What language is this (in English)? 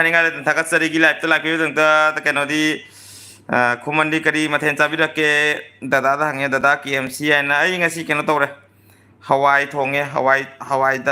Manipuri